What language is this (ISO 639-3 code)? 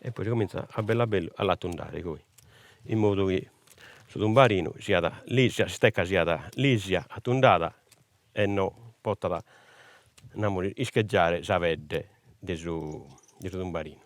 srd